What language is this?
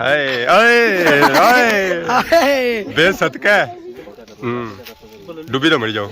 Pahari-Potwari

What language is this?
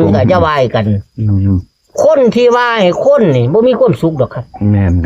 Northeastern Thai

